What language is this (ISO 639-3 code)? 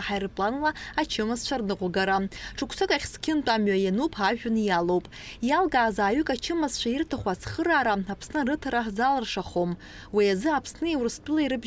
abk